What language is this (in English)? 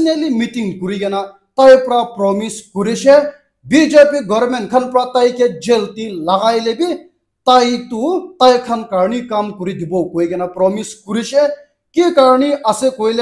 Naga Pidgin